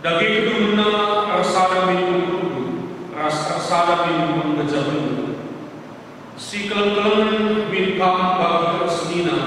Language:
Batak Karo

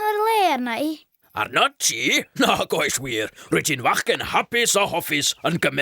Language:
Welsh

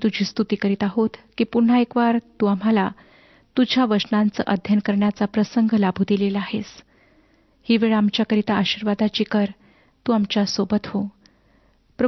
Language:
Marathi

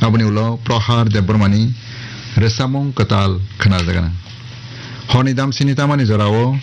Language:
Kok Borok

